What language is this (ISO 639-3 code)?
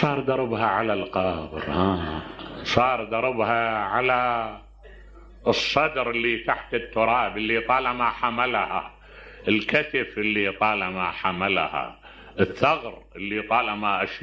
acm